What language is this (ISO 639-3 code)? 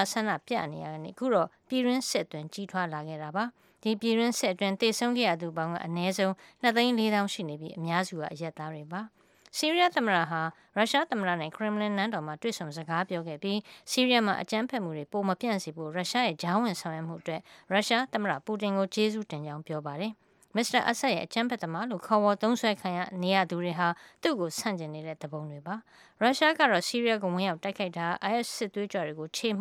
mya